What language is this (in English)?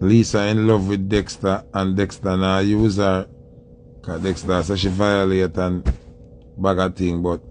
Jamaican Creole English